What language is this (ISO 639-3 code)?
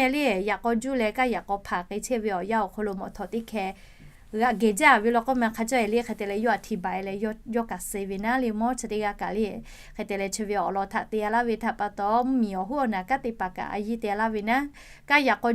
lhu